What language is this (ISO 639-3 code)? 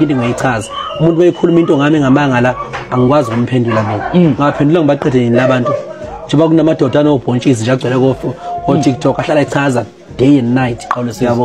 zul